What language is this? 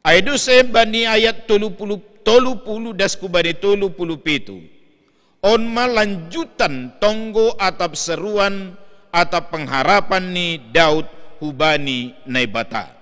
Batak Simalungun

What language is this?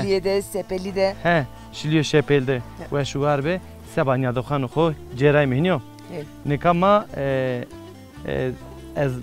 Zaza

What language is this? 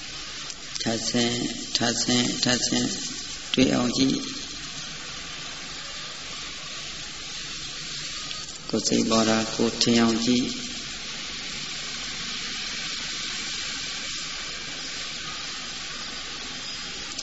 Burmese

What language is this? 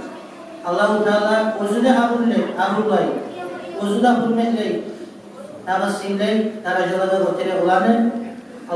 Kumyk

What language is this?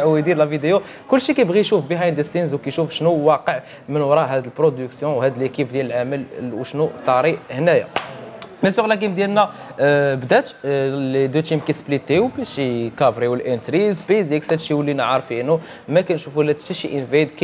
Moroccan Arabic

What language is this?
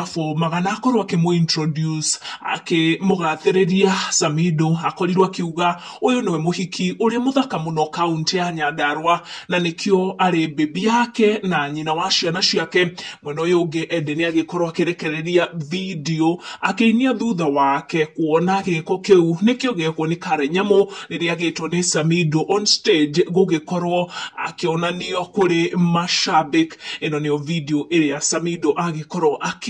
Kikuyu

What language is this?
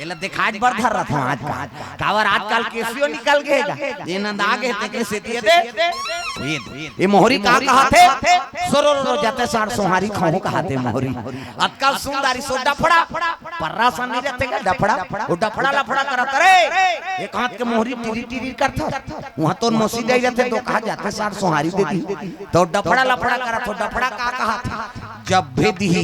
Chhattisgarhi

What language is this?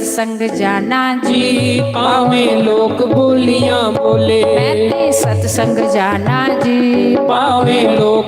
Dogri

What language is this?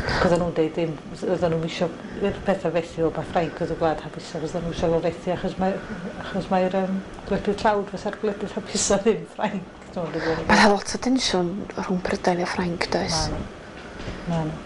Welsh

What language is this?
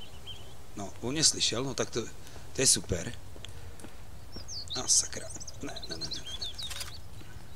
Czech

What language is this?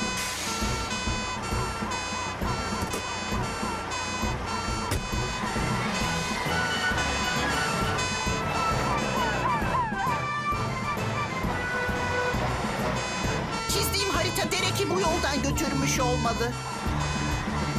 Turkish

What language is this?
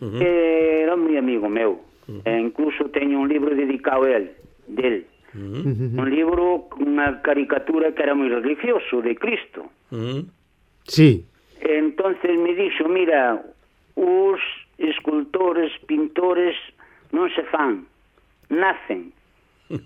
Galician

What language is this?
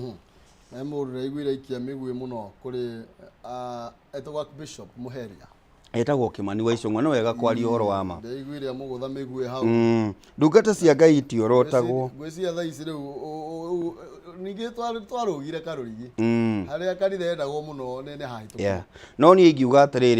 Kikuyu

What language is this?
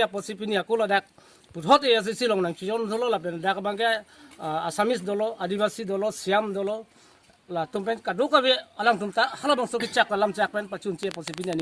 Karbi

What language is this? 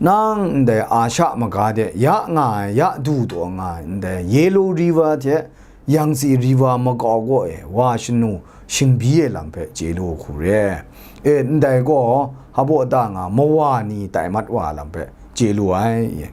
Kachin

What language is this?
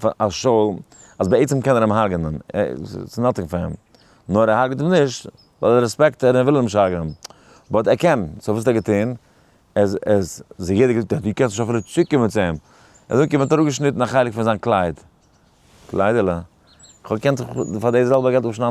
Yiddish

